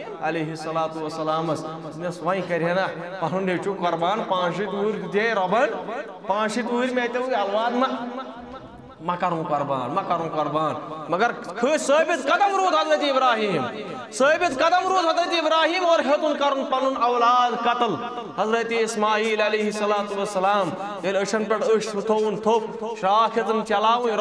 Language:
Kashmiri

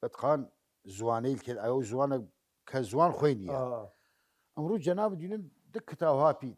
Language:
Southern Kurdish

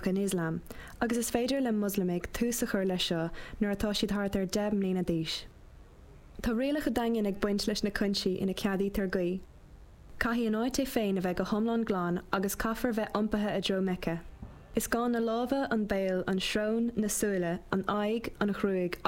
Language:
Irish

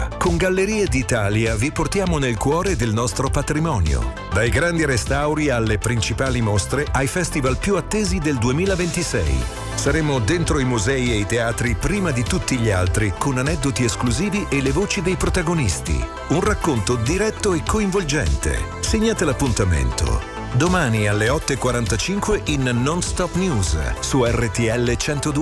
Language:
Italian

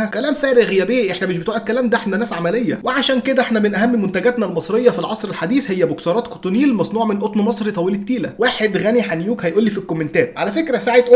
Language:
Egyptian Arabic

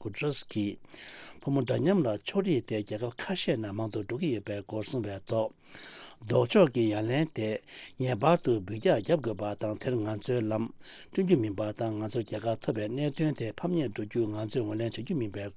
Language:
Tibetan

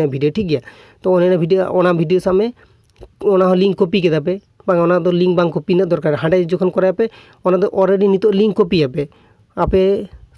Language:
Santali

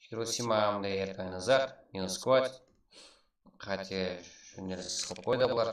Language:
Kara-Kalpak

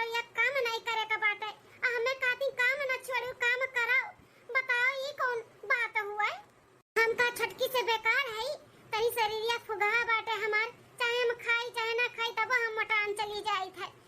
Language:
Awadhi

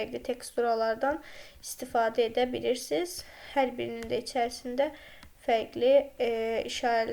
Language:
Azerbaijani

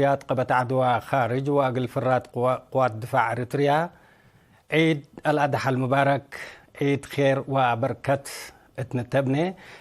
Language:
Tigre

